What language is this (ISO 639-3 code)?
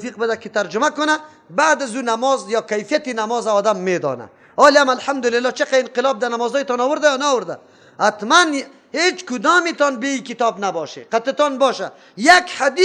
fas